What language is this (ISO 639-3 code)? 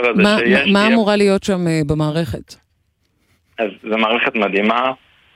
heb